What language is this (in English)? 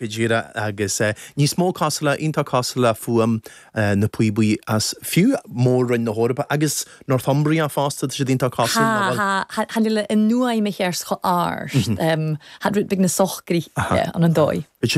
Irish